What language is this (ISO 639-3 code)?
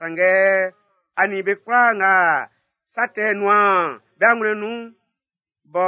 bci